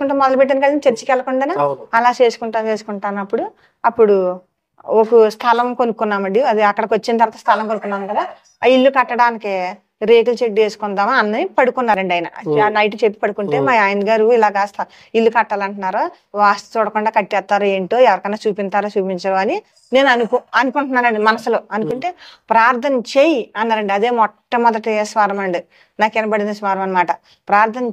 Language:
Telugu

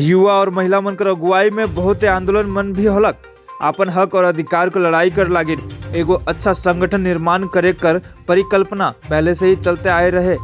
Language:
Sadri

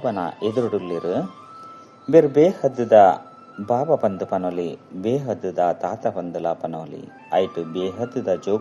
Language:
Tulu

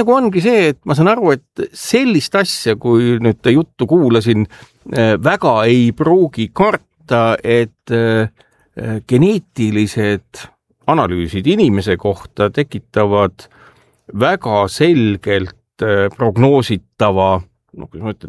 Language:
Estonian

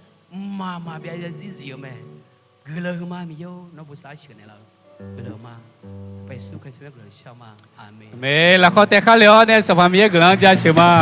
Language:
Akha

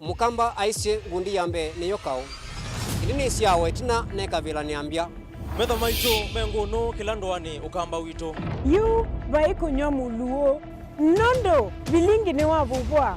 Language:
Kamba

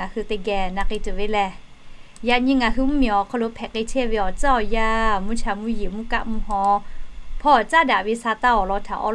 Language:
Lahu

